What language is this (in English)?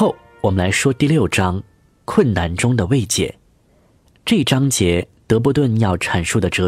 Chinese